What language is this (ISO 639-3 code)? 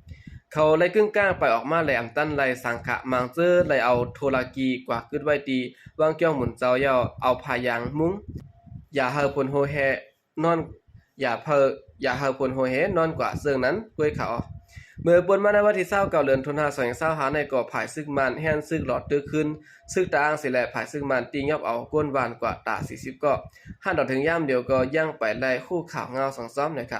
shn